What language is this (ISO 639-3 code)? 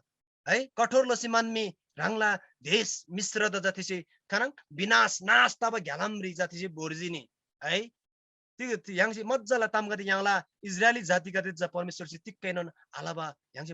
taj